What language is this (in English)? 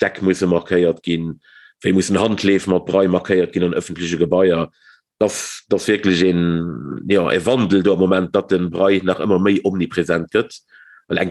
Luxembourgish